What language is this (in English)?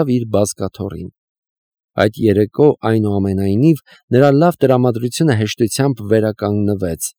Armenian